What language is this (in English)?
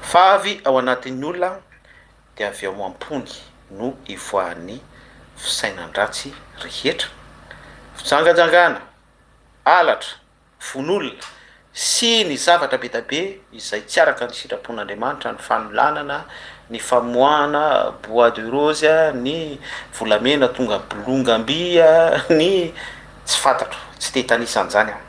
Malagasy